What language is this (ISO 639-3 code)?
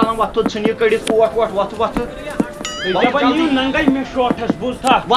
kas